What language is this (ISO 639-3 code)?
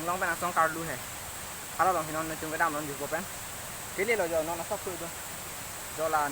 mjw